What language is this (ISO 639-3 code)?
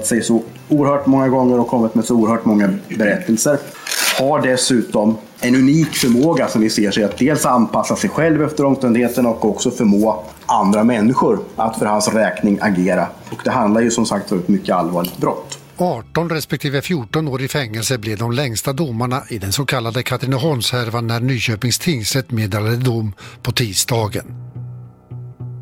swe